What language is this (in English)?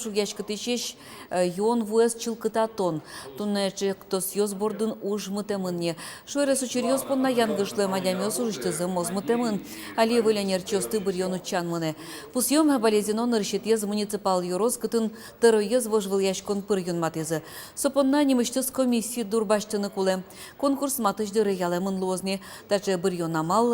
Udmurt